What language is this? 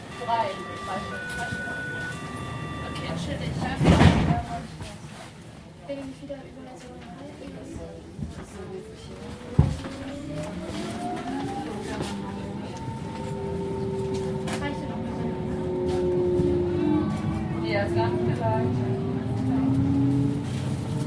German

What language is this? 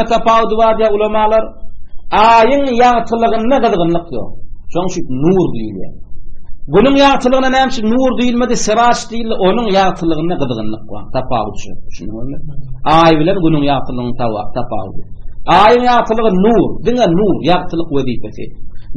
Turkmen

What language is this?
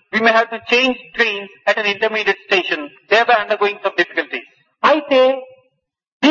Telugu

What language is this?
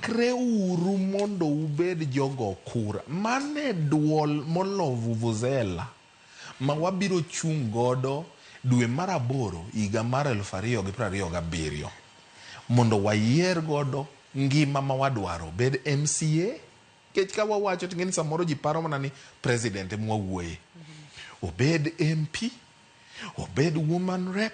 Luo (Kenya and Tanzania)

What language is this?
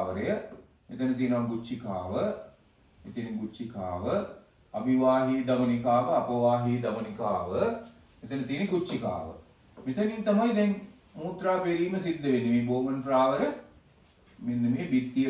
Sinhala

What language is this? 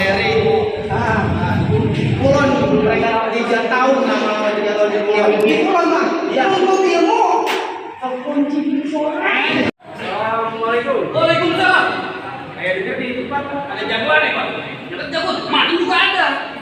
Betawi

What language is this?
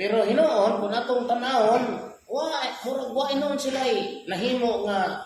Cebuano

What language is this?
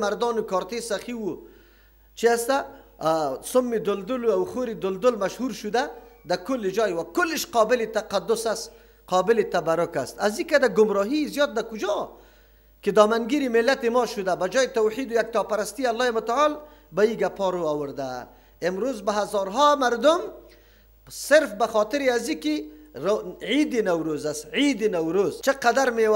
Persian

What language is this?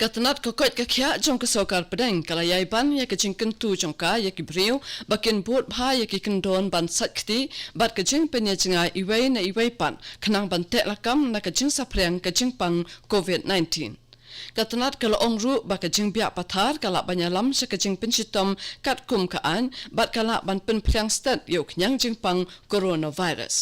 Khasi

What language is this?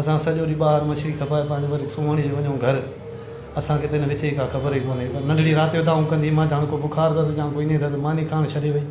Sindhi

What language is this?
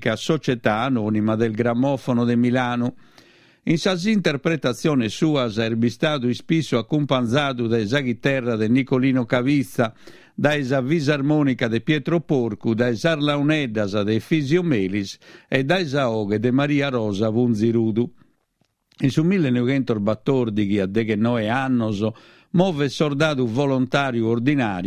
Sardinian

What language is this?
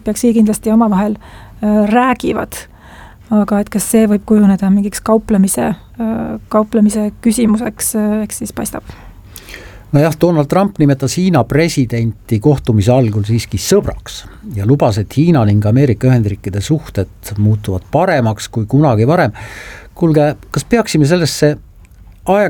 Estonian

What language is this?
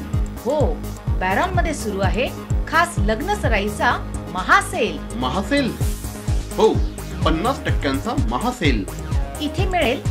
Marathi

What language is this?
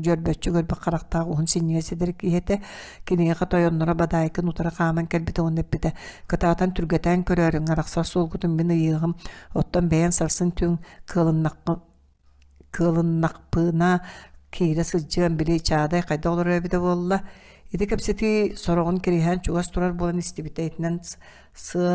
Yakut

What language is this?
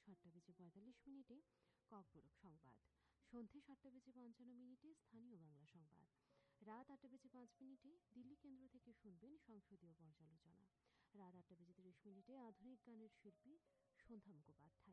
Bangla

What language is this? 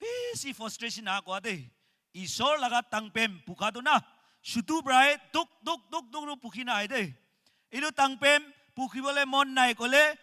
Naga Pidgin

